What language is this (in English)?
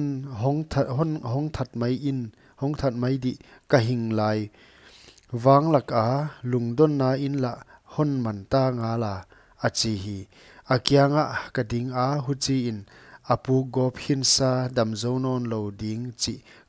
Paite Chin